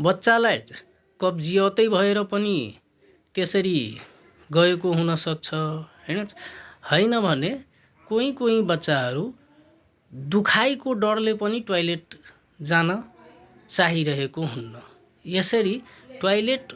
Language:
Nepali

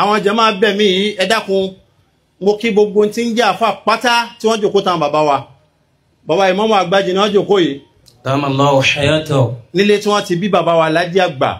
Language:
Yoruba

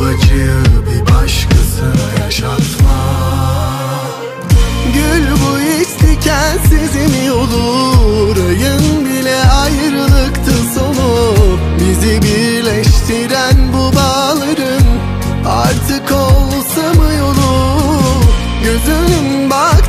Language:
Turkish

